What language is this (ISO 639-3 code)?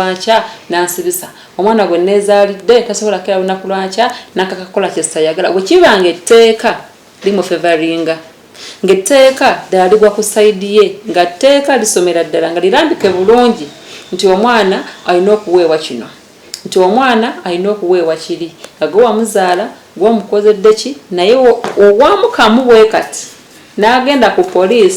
lug